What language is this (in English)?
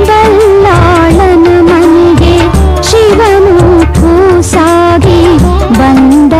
Kannada